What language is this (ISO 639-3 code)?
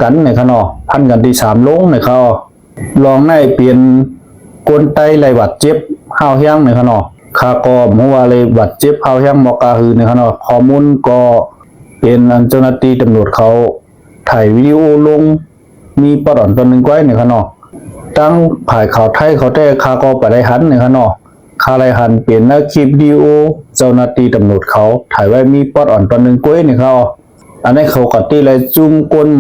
shn